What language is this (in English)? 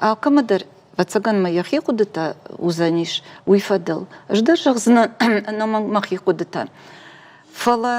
Ossetic